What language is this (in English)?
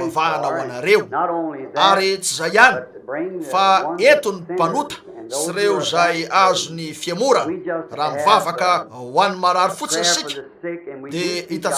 Malagasy